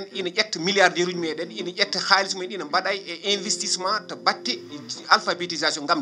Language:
Fula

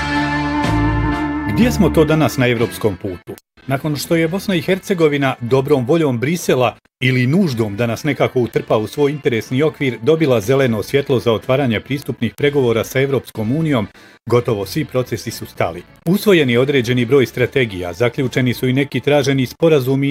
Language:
Bosnian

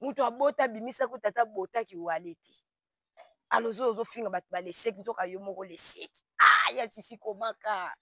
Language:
Lingala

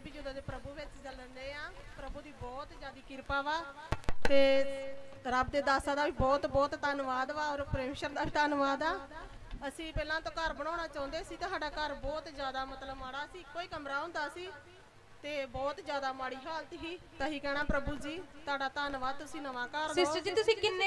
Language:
Punjabi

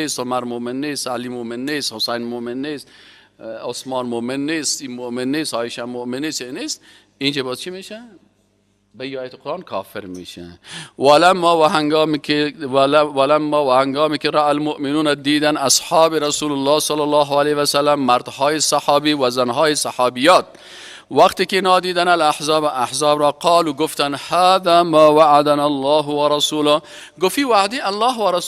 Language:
Persian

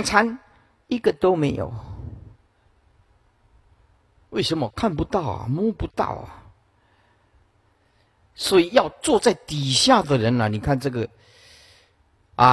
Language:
Chinese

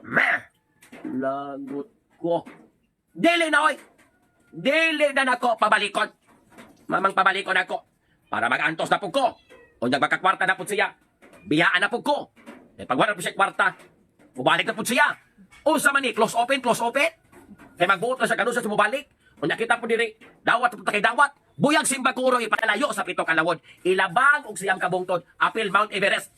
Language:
Cebuano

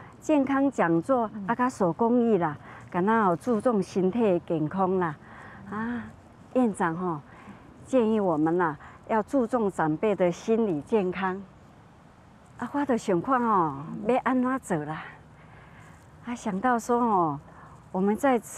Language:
Min Nan Chinese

